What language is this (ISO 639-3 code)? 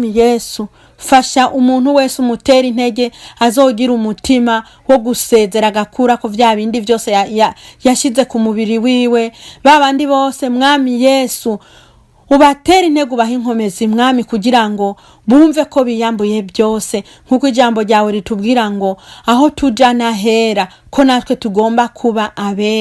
run